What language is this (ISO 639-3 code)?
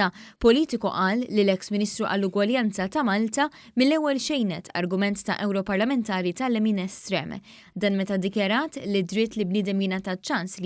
mlt